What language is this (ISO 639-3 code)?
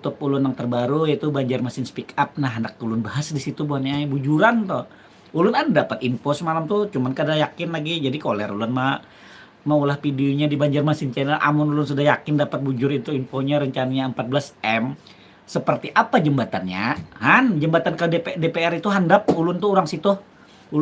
bjn